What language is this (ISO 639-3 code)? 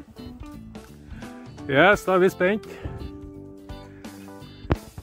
nor